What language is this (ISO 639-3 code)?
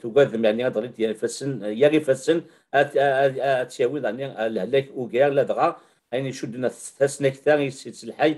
kab